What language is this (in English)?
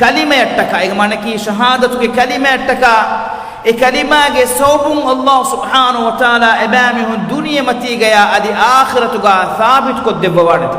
Divehi